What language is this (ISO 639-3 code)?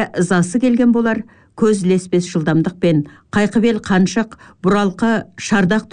kaz